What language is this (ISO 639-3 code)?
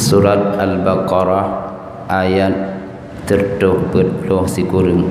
ace